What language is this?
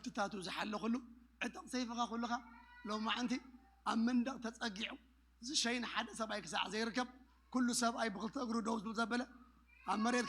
Tigrinya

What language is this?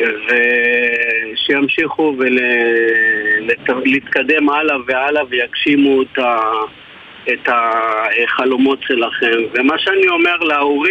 Hebrew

